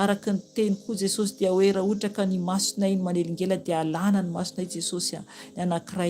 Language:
Malagasy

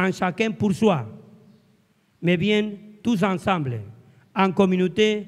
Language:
French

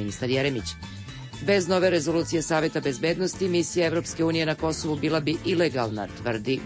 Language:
Serbian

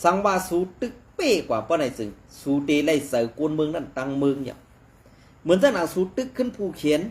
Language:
Shan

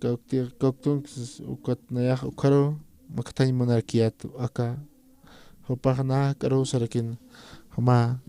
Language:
Aymara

